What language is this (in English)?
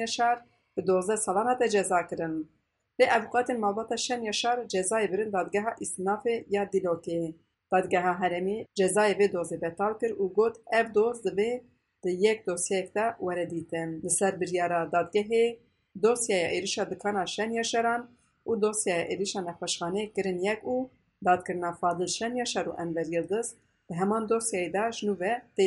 Kurdish